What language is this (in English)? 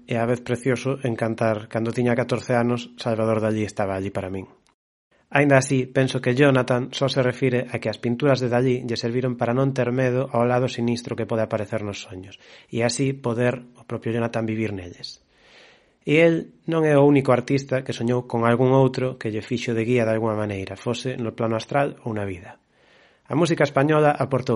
Galician